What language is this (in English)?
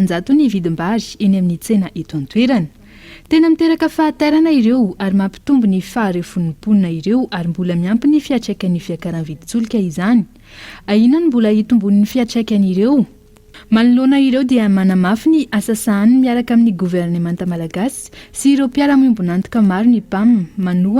Malagasy